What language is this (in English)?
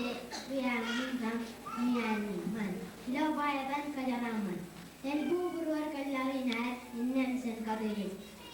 Marshallese